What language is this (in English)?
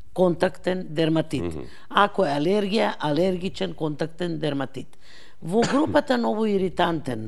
Macedonian